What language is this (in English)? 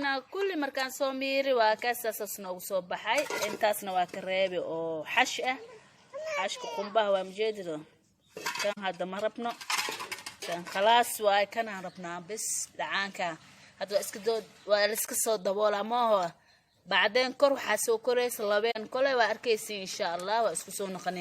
Somali